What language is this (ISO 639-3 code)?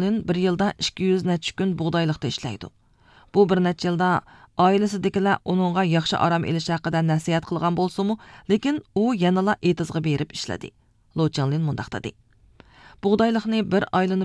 uig